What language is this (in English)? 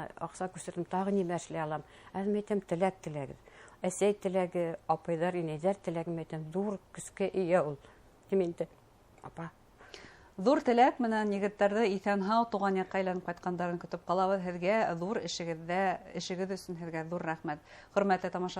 Bashkir